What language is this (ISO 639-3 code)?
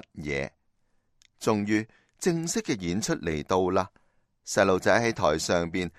yue